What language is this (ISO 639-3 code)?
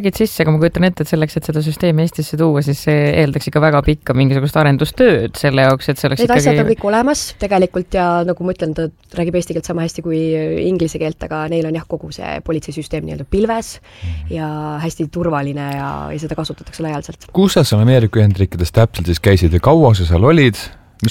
est